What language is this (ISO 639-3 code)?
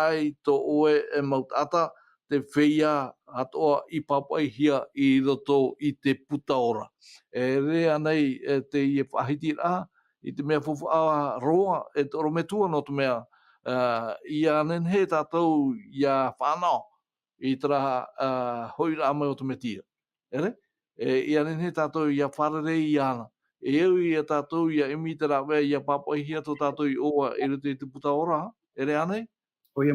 tah